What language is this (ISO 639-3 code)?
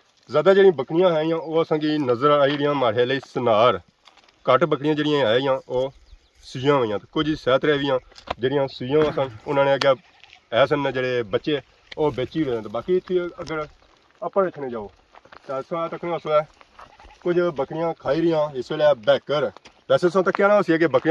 phr